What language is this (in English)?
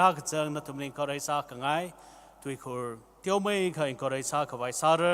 Tangkhul Naga (India)